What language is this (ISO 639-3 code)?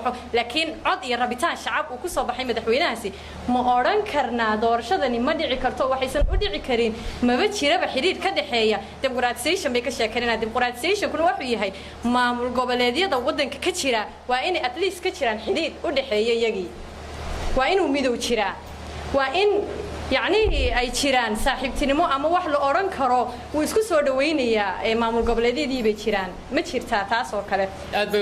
som